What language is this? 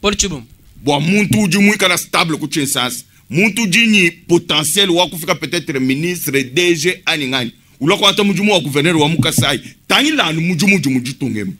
Luba-Lulua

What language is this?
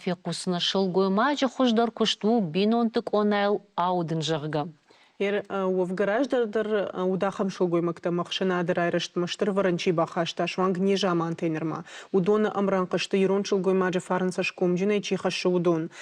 Ossetic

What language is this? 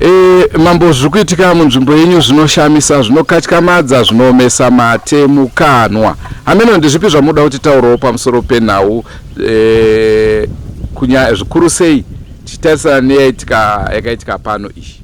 Shona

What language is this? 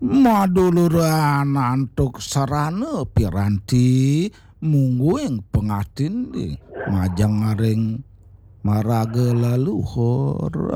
Balinese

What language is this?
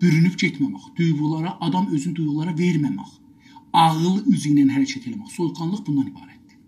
South Azerbaijani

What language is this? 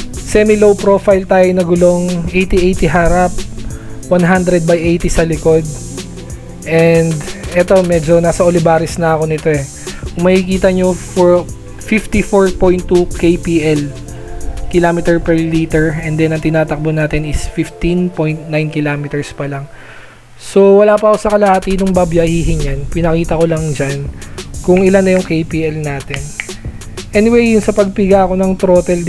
Filipino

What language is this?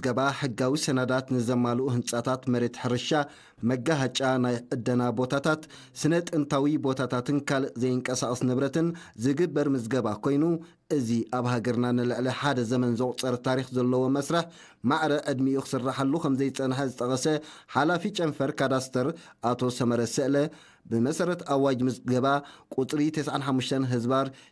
Tigrinya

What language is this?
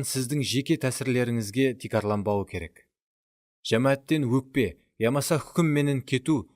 Kara-Kalpak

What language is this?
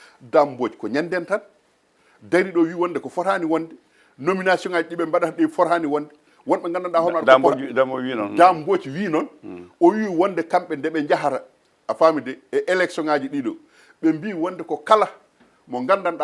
Fula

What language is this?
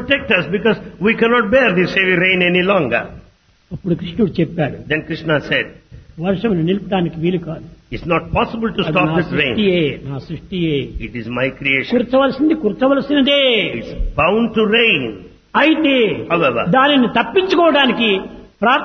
Telugu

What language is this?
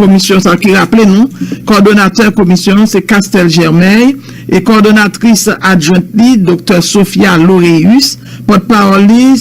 Haitian Creole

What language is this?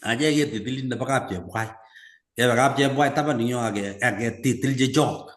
Kalenjin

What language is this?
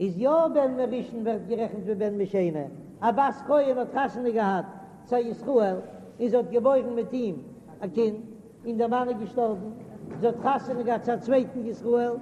Yiddish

